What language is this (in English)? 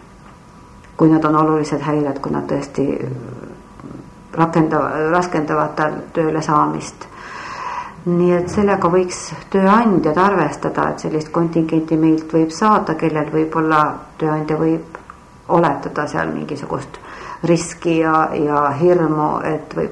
Estonian